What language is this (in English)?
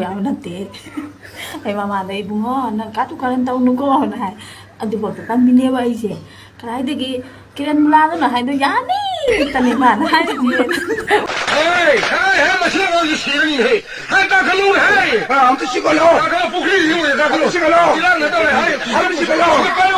Manipuri